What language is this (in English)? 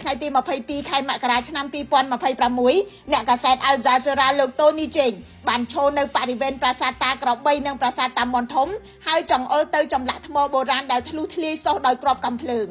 Khmer